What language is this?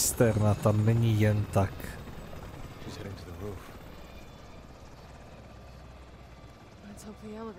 Czech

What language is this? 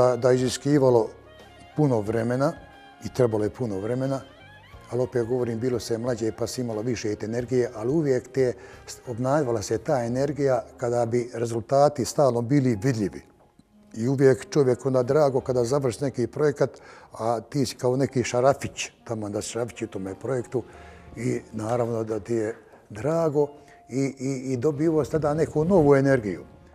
Bosnian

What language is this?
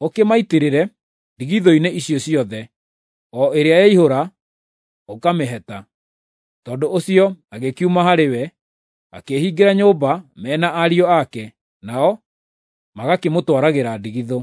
Kikuyu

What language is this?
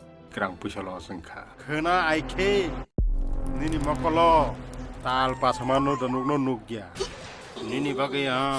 Kok Borok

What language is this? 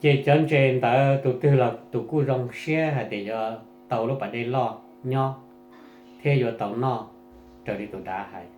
Hmong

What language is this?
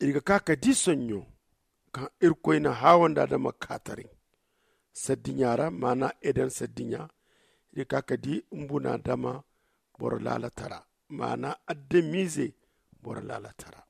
Zarma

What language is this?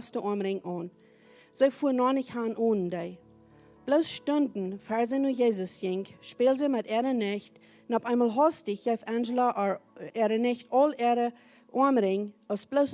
Plautdietsch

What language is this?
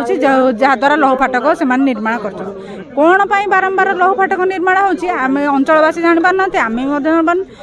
Odia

